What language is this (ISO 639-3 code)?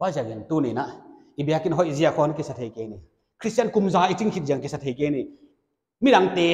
pck